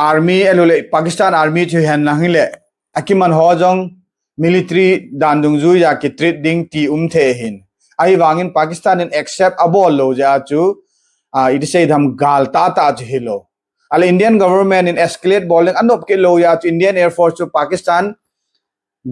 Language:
Thado Chin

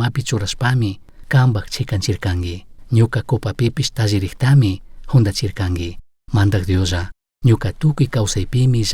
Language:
Chimborazo Highland Quichua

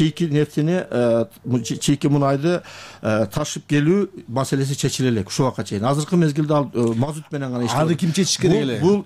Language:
Kyrgyz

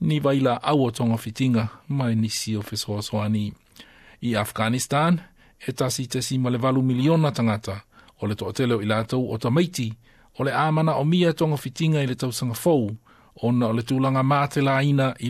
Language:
Samoan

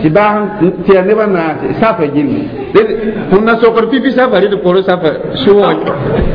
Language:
Mossi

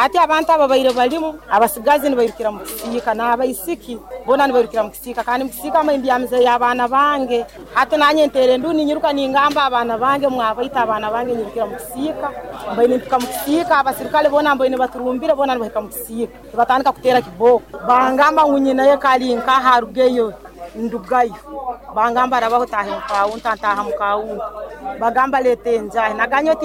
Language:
Nyoro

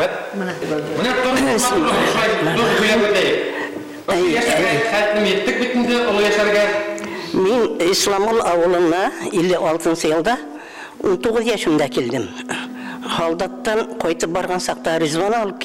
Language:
Bashkir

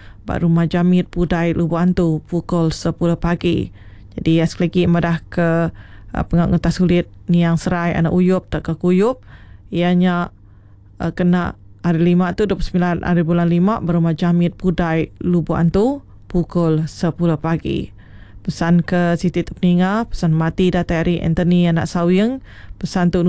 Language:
Iban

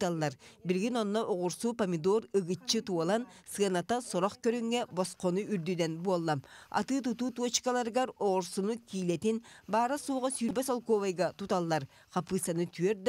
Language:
Yakut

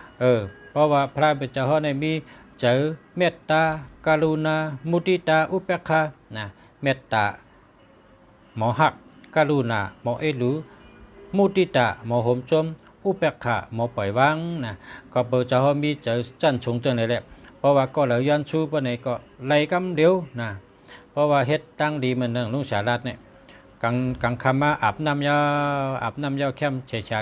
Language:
Shan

